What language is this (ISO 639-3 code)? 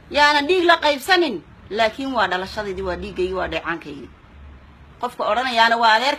som